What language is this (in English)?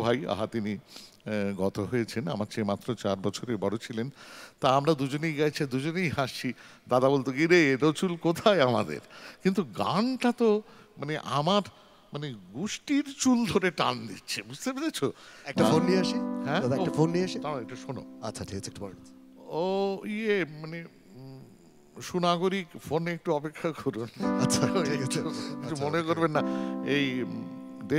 Bangla